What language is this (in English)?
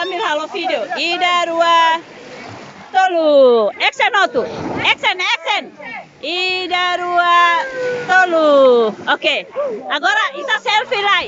Tetum